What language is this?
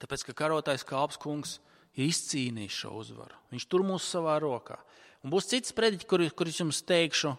Latvian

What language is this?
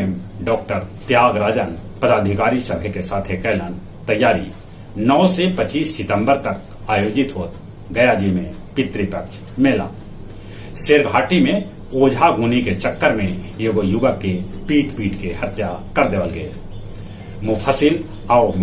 Magahi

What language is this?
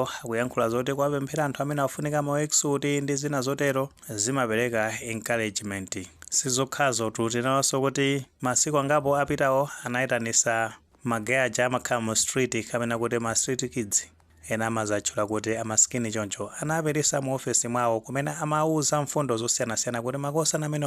Nyanja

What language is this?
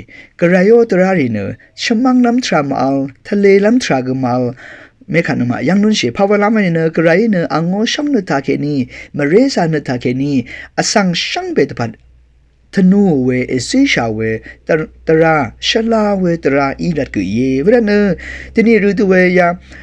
Rawang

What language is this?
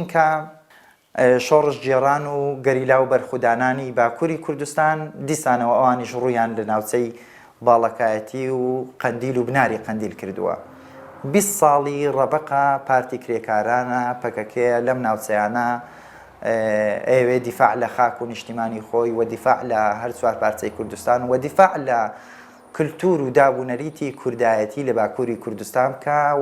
Central Kurdish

